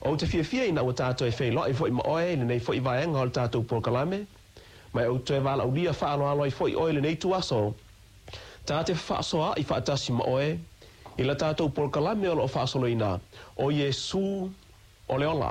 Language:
Samoan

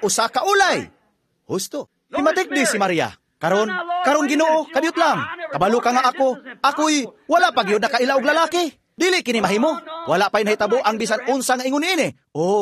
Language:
Cebuano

